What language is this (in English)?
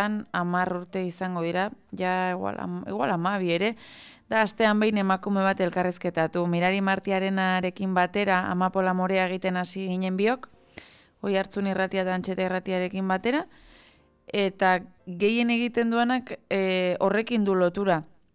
Basque